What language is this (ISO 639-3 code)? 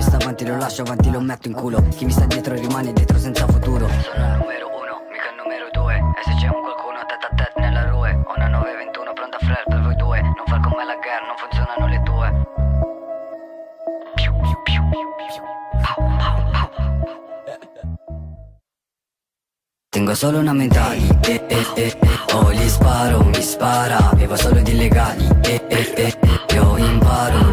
ita